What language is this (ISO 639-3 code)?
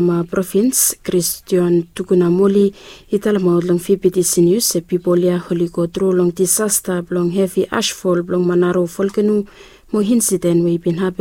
bis